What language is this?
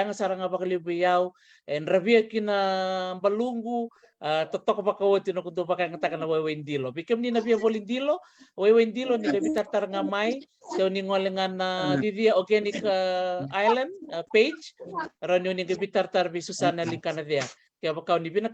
Fijian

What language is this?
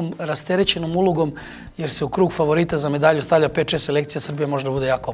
Serbian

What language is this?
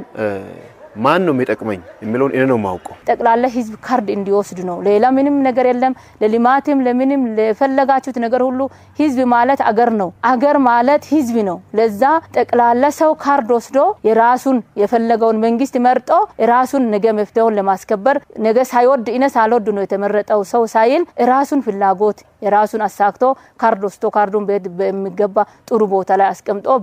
Amharic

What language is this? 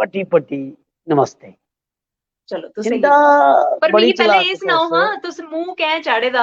Dogri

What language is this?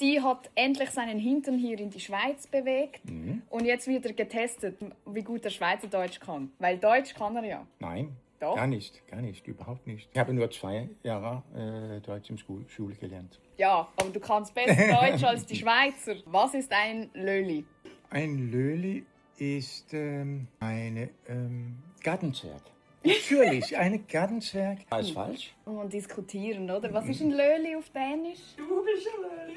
Swiss German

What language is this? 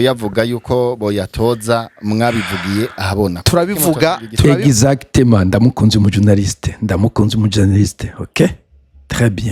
Rundi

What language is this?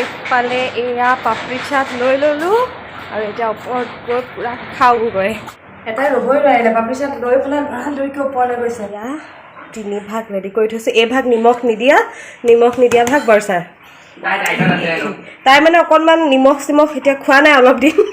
Assamese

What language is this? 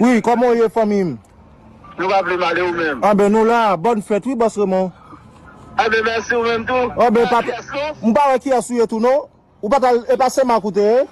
Haitian Creole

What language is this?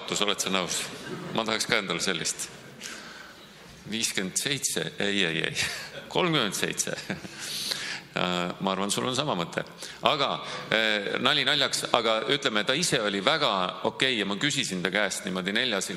Estonian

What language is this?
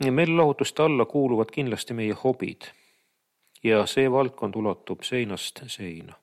Estonian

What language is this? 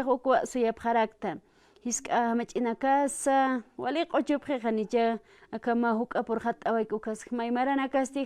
Aymara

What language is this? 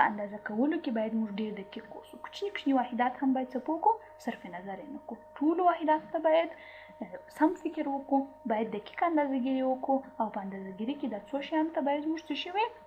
Pashto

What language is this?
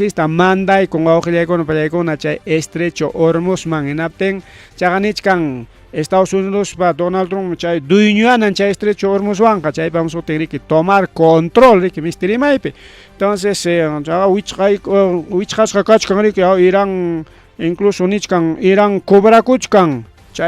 Ayacucho Quechua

